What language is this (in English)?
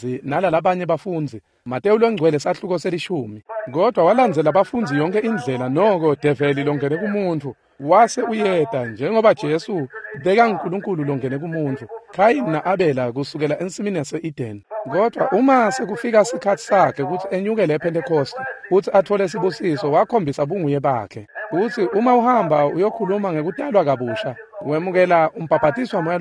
Swati